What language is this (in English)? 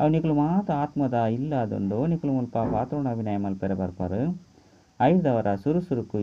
Tulu